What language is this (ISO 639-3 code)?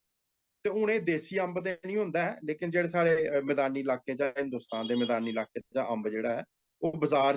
doi